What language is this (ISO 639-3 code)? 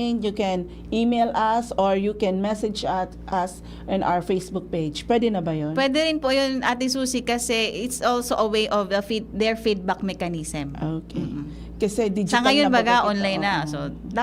bik